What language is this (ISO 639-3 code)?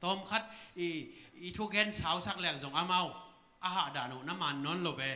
ctd